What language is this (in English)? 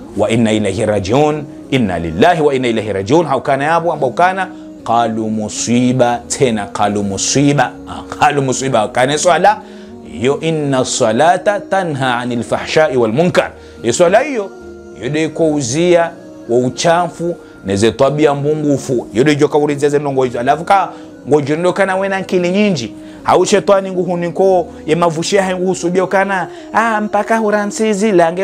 Ngazidja Comorian